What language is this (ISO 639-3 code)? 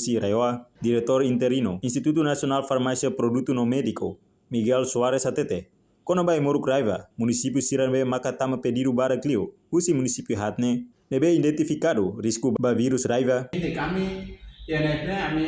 tet